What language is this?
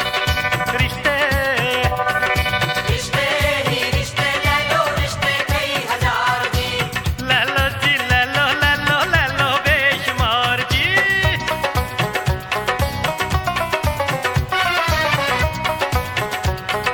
Punjabi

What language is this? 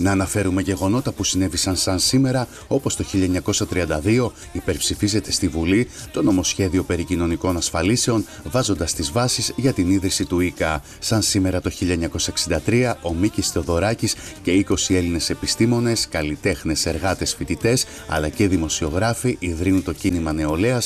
Greek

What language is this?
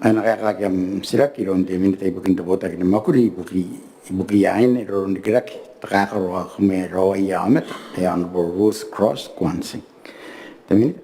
Gilbertese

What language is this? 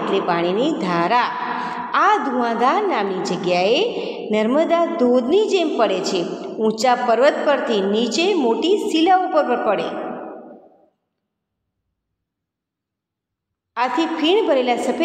Gujarati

